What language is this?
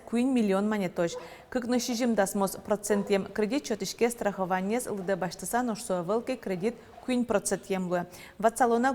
Udmurt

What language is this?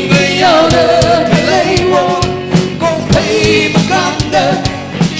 Tangkhul Naga (India)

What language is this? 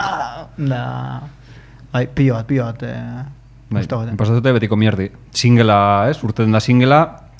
Basque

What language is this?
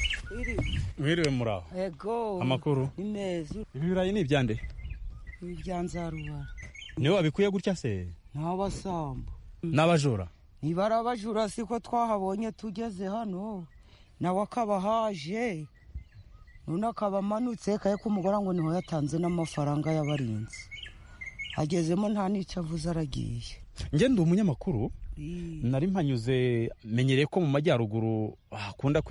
Kinyarwanda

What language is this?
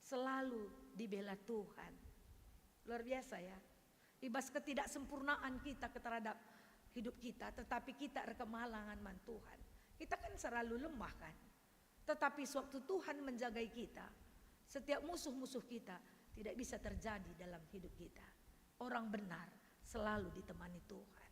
Batak Karo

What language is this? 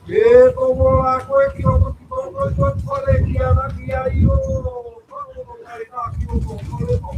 Māori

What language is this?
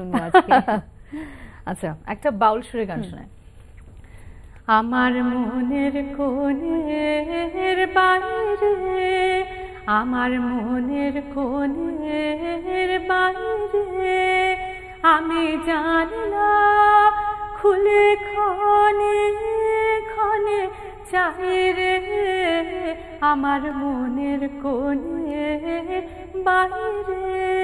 Bangla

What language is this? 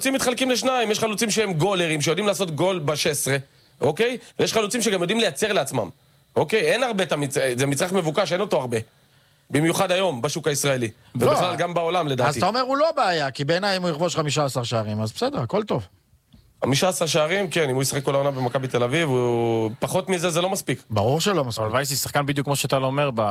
Hebrew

